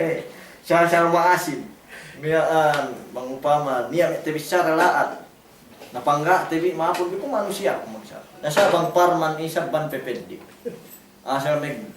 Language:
Yakan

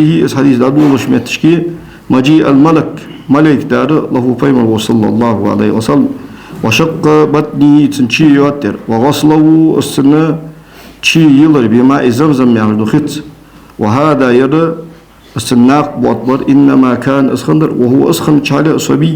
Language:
Ingush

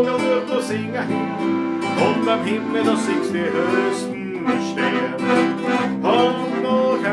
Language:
Bavarian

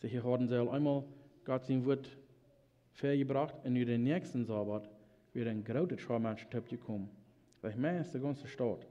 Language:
Plautdietsch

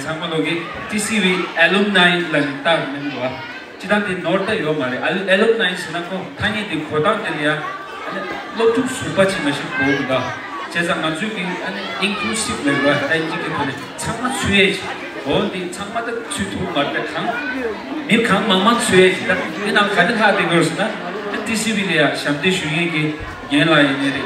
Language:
Tibetan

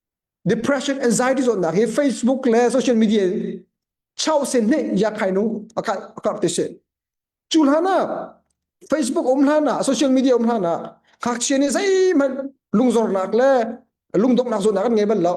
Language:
Hakha Chin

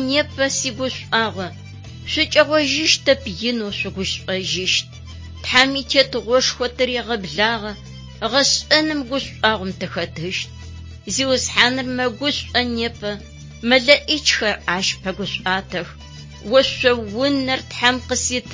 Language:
Adyghe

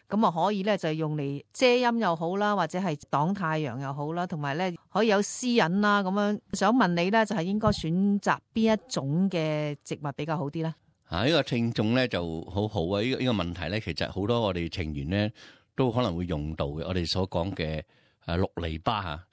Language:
Cantonese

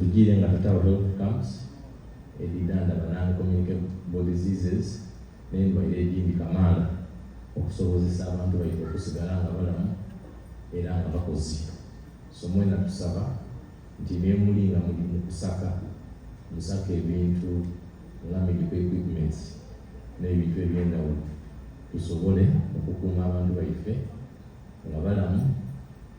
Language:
Soga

